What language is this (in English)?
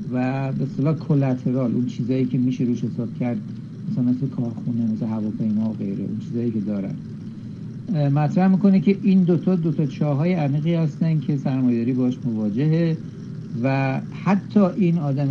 Persian